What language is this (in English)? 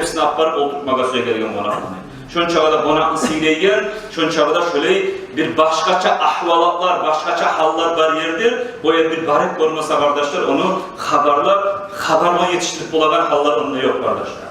Kumyk